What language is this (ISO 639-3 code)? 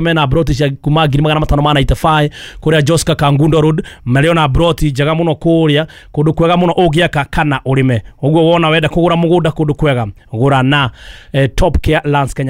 kik